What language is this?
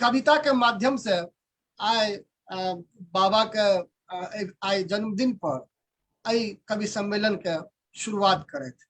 Maithili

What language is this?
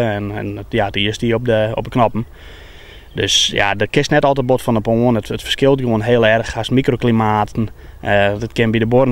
Western Frisian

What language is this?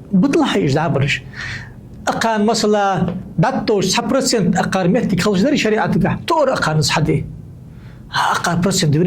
Ingush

